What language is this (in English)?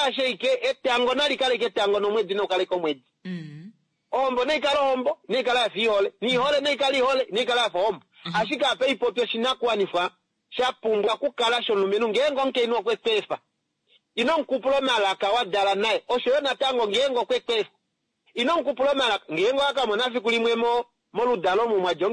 Kuanyama